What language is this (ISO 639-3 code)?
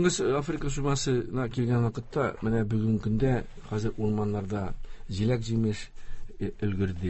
tat